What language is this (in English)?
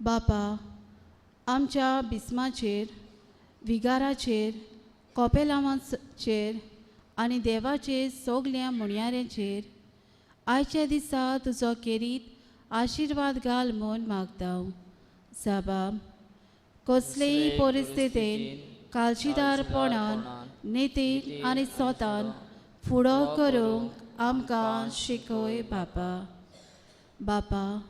Konkani